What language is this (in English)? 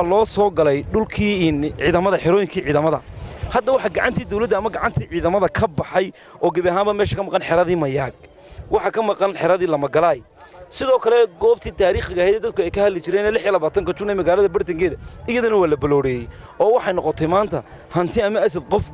Somali